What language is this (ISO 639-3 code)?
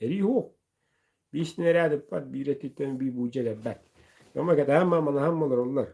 sah